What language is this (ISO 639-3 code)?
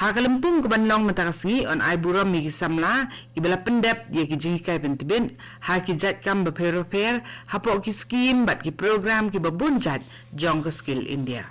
kha